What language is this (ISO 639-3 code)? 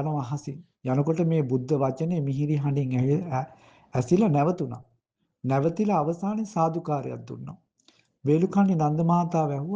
sin